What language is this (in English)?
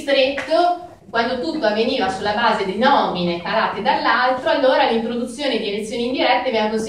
Italian